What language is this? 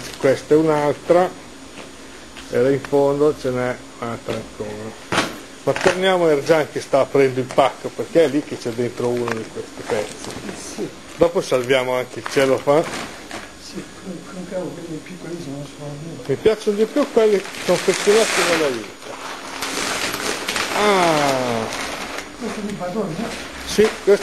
Italian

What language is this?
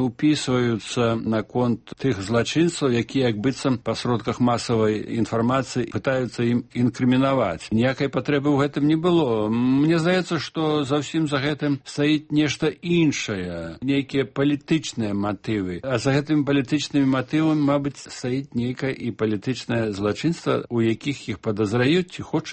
Belarusian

